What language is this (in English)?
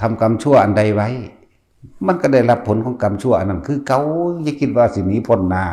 Northeastern Thai